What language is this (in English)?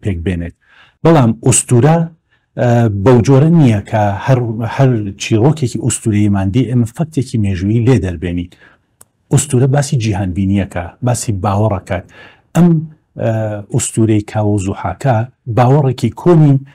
Central Kurdish